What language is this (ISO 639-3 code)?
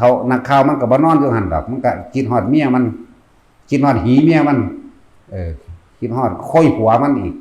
tts